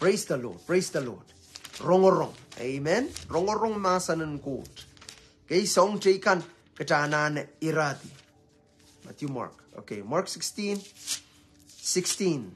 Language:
Pohnpeian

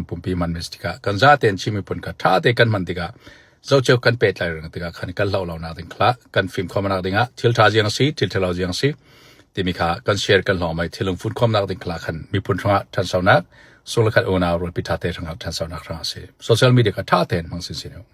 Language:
Falam Chin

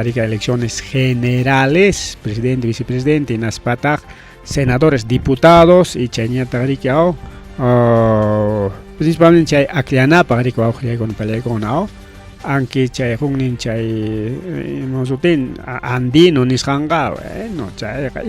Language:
Ayacucho Quechua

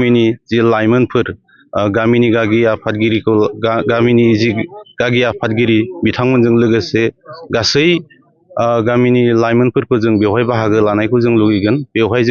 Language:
Bodo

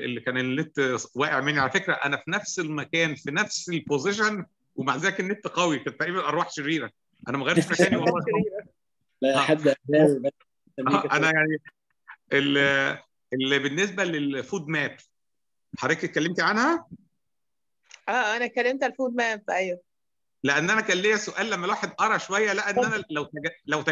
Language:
Egyptian Arabic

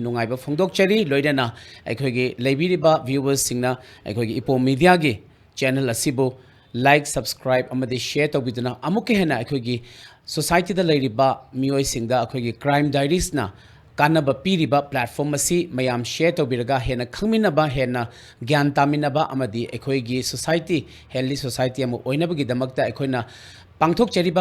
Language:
Manipuri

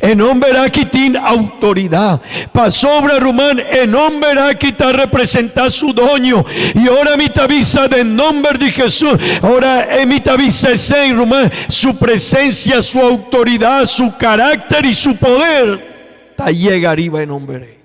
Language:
Papiamento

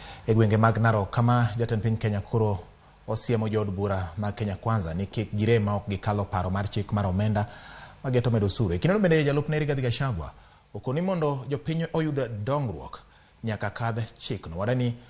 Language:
Luo (Kenya and Tanzania)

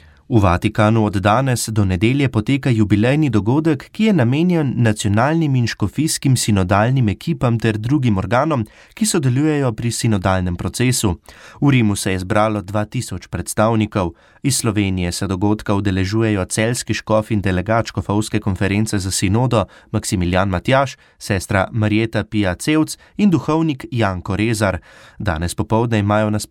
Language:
Slovenian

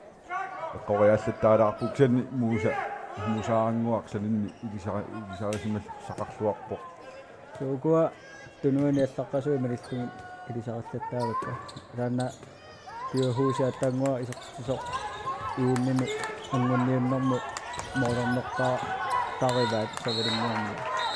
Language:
Kalaallisut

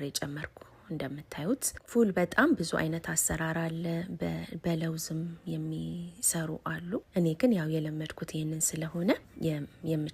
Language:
Amharic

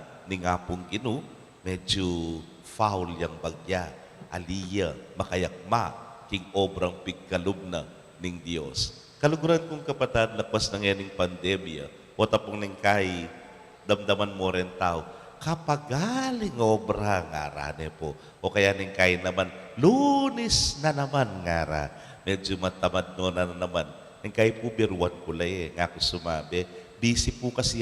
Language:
Pampanga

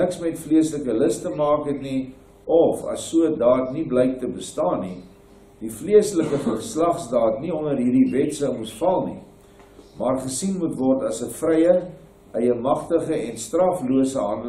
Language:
Afrikaans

